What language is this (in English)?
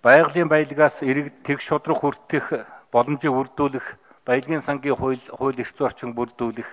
Mongolian